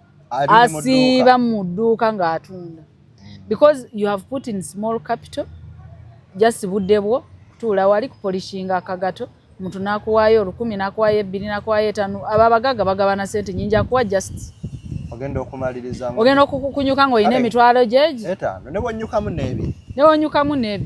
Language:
Ganda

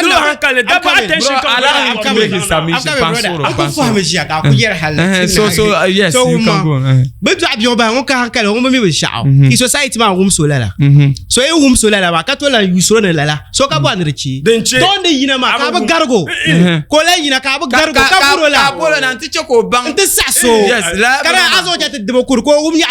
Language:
Dagbani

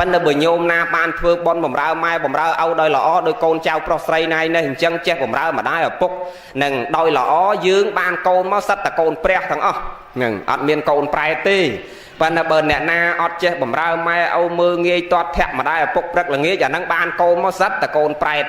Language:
Khmer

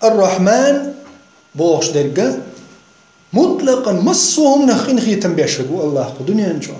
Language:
Chechen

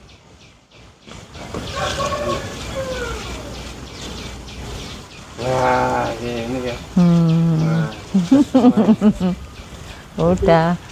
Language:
Indonesian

